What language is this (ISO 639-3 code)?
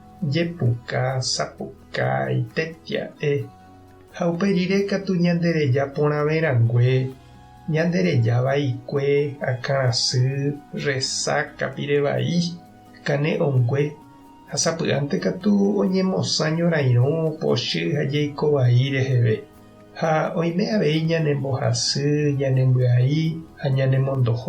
grn